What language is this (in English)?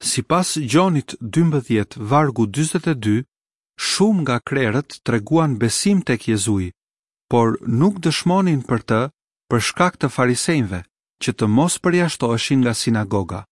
Albanian